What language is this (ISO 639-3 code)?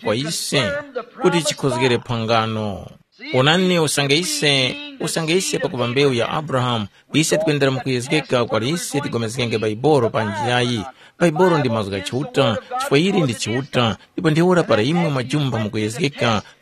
tum